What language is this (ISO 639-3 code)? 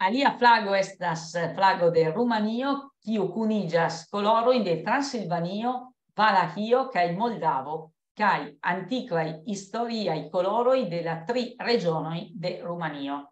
epo